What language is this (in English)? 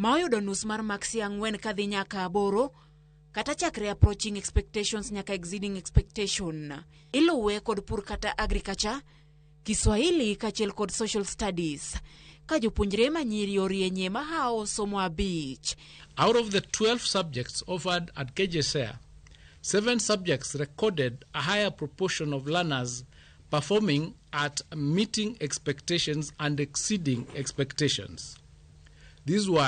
Luo (Kenya and Tanzania)